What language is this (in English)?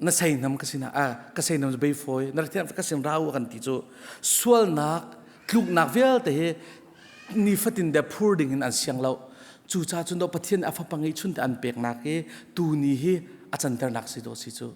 Hakha Chin